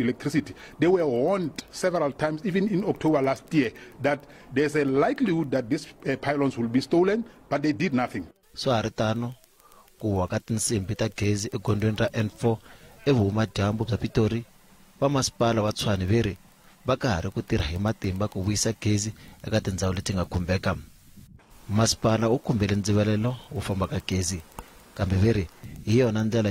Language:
Tsonga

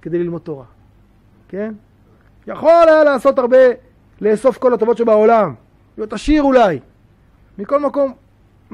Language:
Hebrew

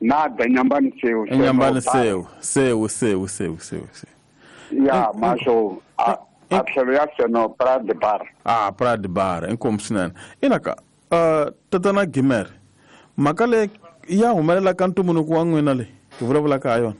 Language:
Tsonga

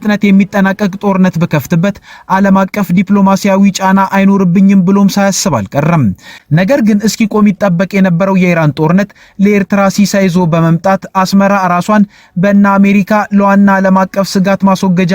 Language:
Amharic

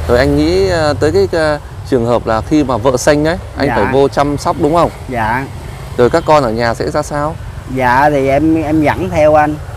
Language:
Vietnamese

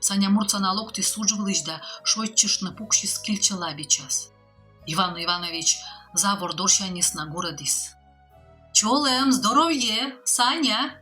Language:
Komi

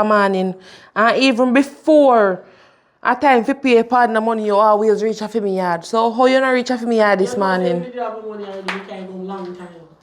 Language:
Jamaican Creole English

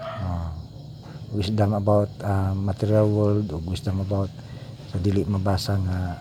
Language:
Cebuano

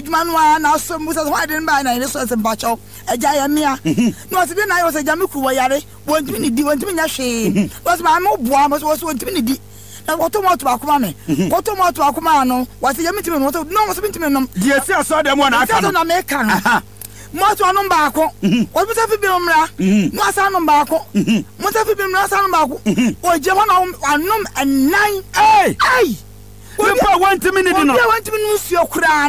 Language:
Akan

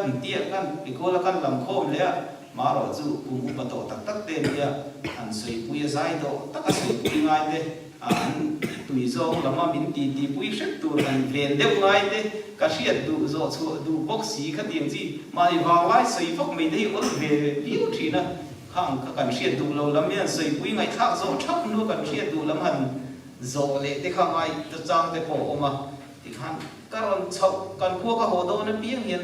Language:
Mizo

